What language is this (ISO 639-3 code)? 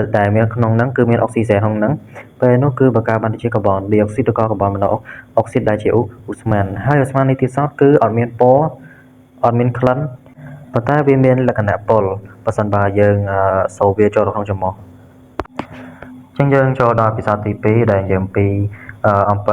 khm